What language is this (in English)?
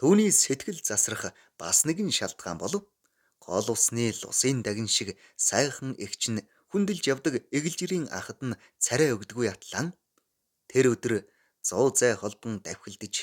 Mongolian